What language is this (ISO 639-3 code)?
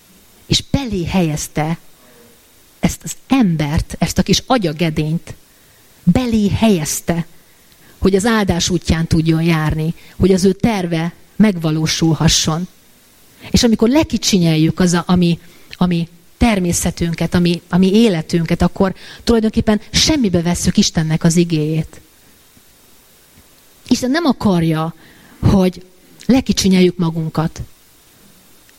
hun